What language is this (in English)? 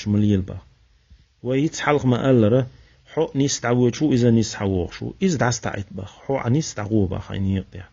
Chechen